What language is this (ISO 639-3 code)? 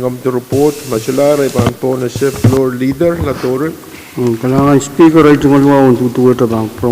pon